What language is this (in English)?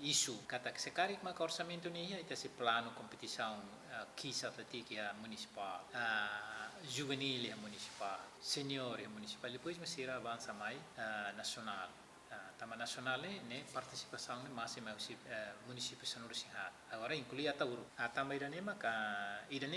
Tetum